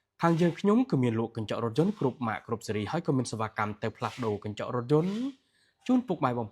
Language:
Khmer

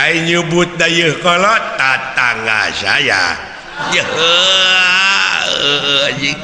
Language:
Sundanese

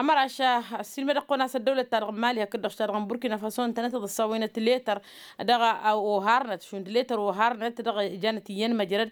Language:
Tamasheq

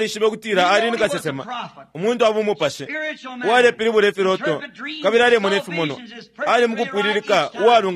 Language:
Bemba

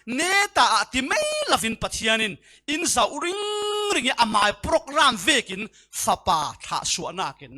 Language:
Falam Chin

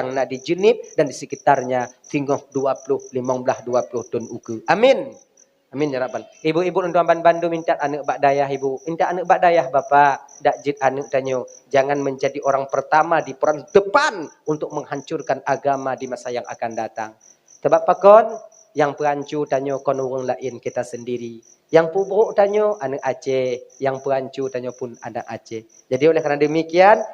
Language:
Achinese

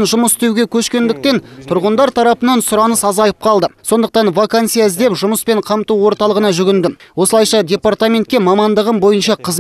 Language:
Kazakh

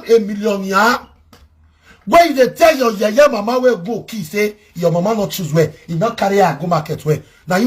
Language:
Nigerian Pidgin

